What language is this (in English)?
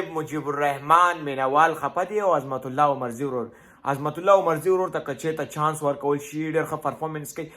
Pashto